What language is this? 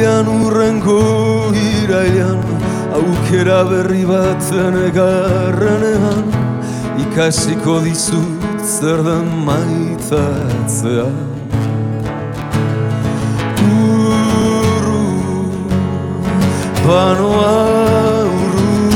Basque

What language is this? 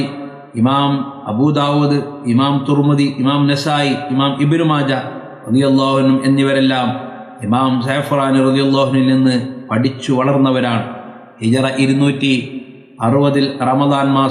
Malayalam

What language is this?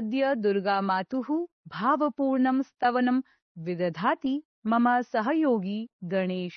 Sanskrit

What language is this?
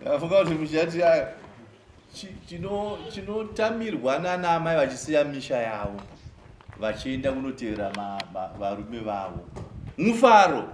Shona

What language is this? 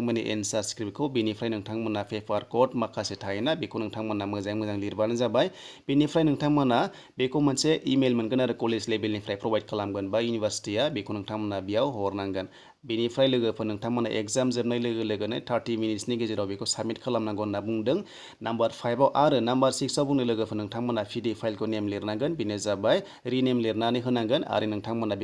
Bodo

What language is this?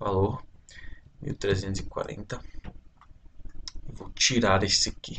Portuguese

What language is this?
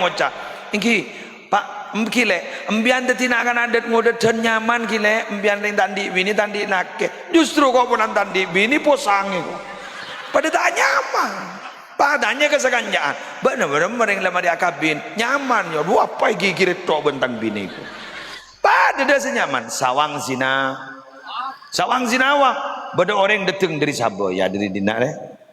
Madurese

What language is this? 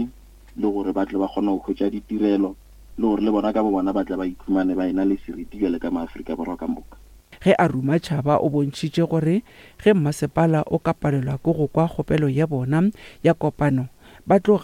Northern Sotho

